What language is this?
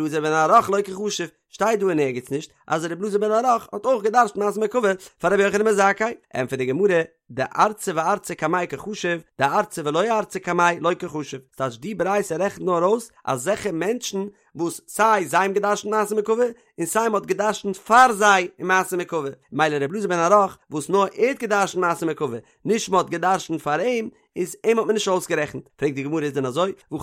Yiddish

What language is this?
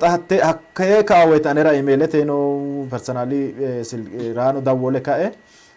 Sidamo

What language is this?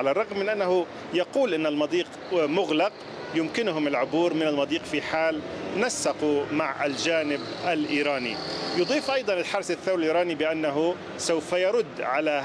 Arabic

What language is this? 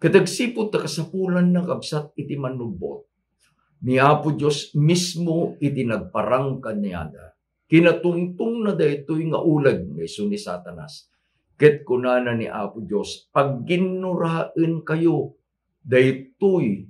Iloko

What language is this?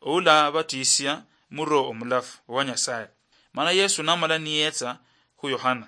Luyia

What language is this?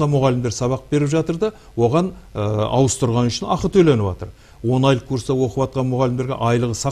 Kazakh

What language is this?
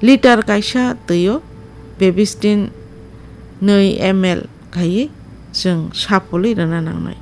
Kok Borok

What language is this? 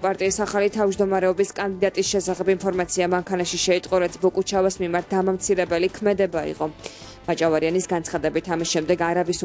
Georgian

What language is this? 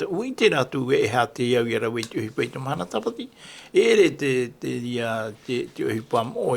Tahitian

